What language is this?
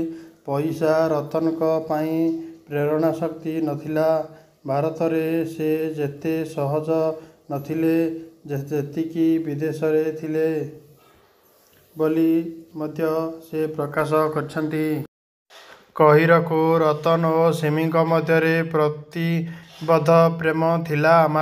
Odia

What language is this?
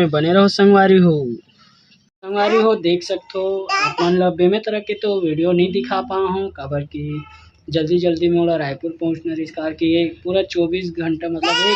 Chhattisgarhi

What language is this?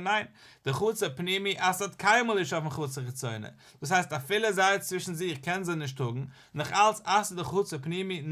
Yiddish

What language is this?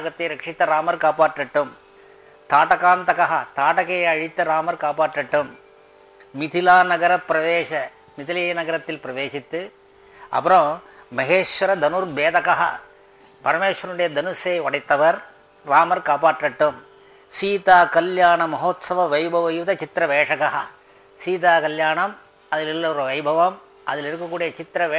Tamil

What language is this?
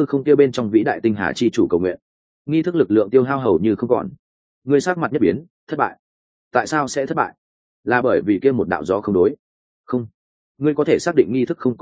Vietnamese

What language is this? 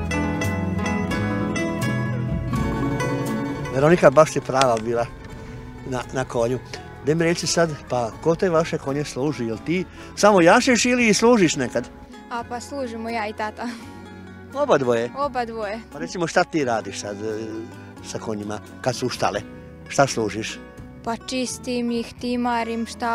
Croatian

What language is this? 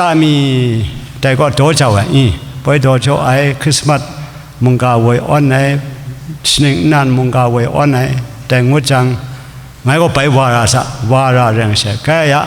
Kachin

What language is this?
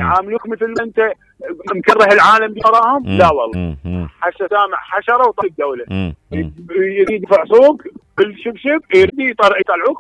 Mesopotamian Arabic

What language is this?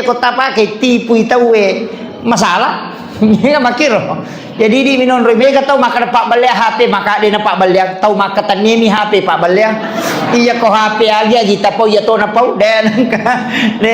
Buginese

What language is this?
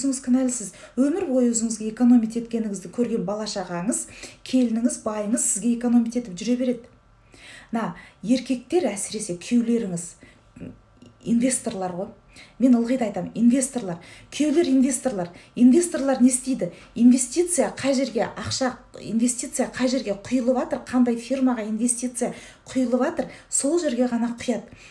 Kazakh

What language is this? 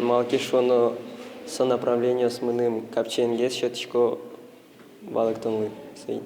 Udmurt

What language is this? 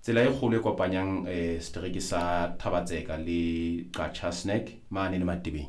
Southern Sotho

